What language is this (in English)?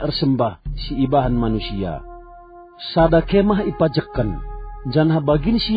Batak Karo